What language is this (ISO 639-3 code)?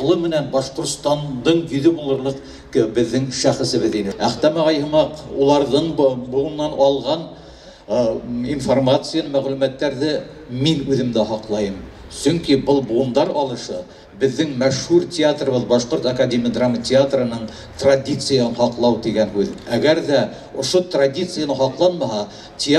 bak